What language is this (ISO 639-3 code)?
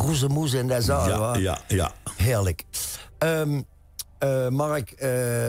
lim